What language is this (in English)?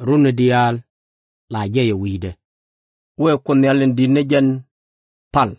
Nuer